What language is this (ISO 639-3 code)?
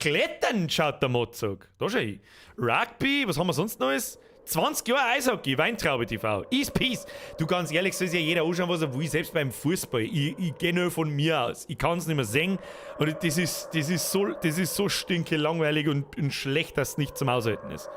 bar